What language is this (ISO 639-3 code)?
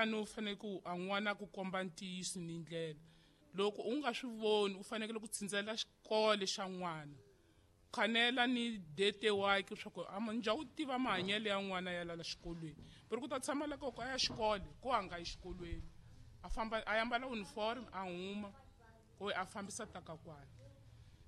tso